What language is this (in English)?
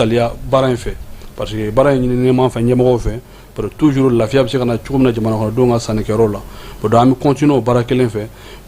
Bambara